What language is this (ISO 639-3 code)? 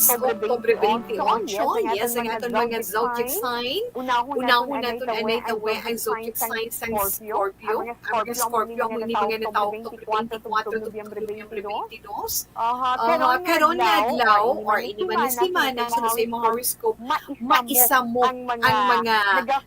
hil